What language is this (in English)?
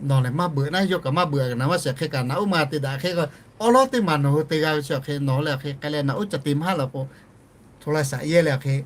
Lahu